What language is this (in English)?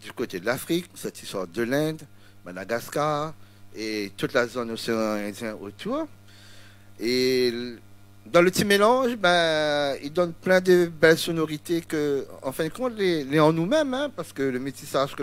Réunion Creole French